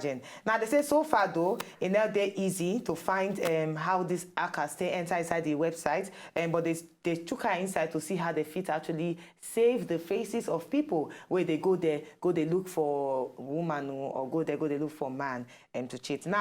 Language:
Nigerian Pidgin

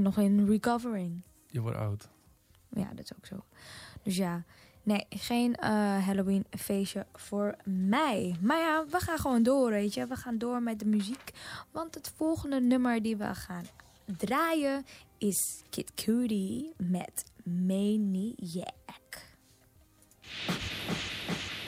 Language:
Dutch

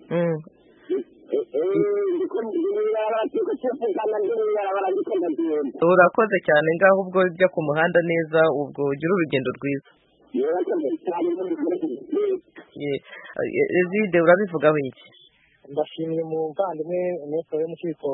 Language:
Kinyarwanda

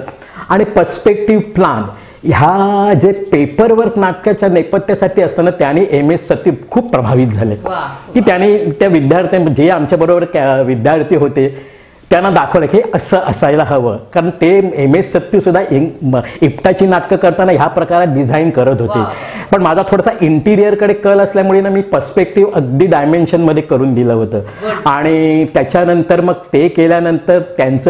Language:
Marathi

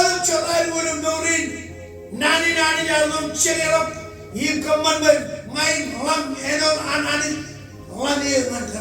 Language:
Marshallese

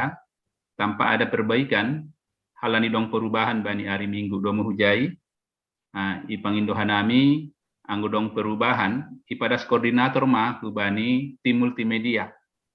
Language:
Batak Simalungun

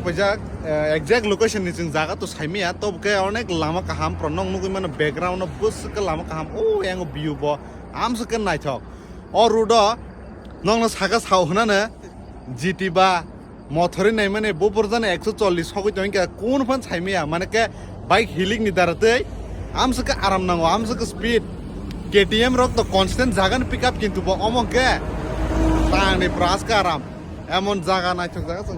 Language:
Kok Borok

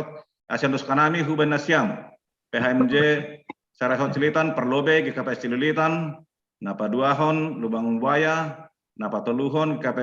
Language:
Batak Simalungun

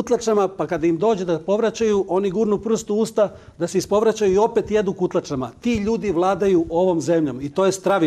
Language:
Serbian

